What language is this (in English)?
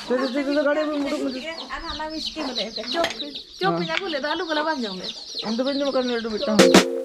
Santali